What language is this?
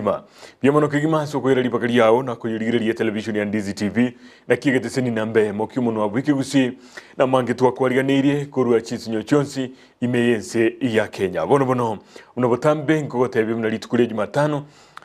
Gusii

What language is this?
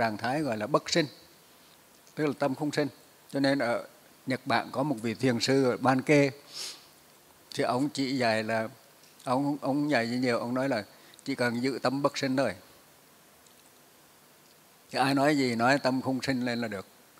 Vietnamese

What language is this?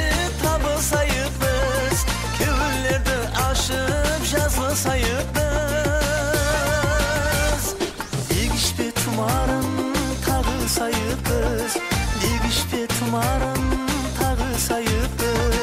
Kara-Kalpak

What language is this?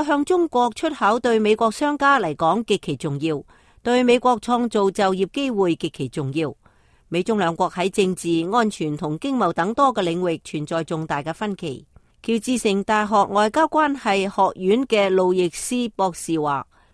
Cantonese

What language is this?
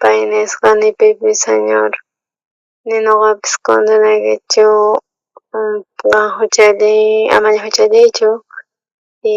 South Bolivian Quechua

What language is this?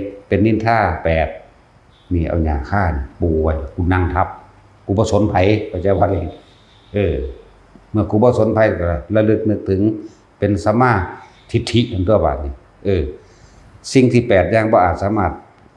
Northeastern Thai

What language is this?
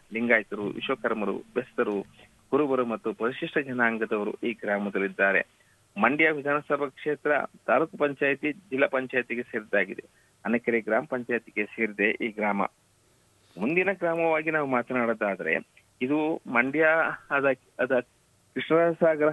Kannada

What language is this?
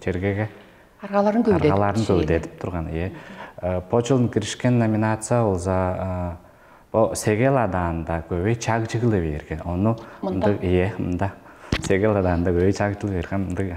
Tuvinian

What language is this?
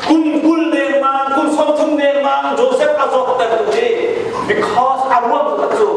Hakha Chin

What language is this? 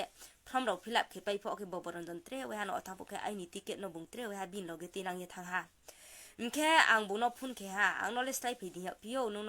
Riang (India)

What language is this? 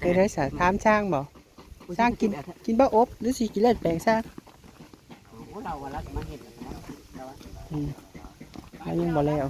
Northeastern Thai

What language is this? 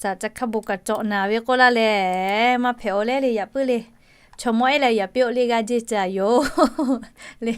Lahu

